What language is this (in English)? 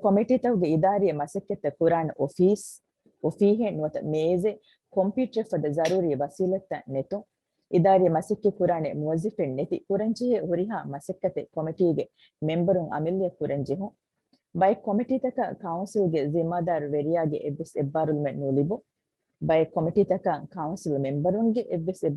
Divehi